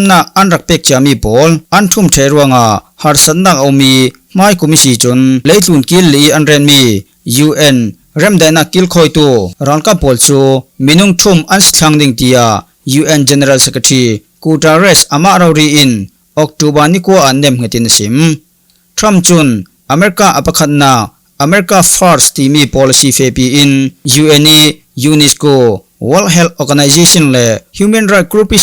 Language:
Falam Chin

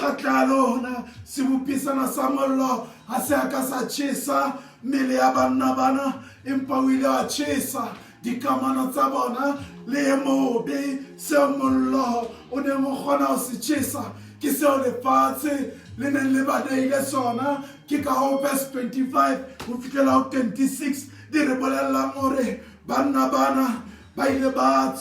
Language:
Southern Sotho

